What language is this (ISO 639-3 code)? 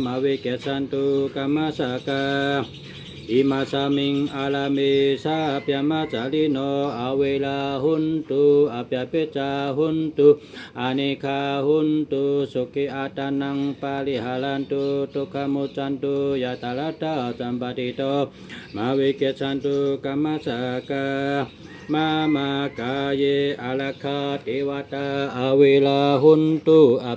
shn